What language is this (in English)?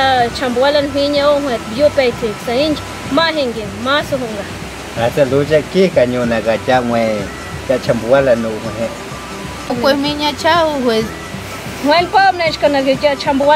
Páez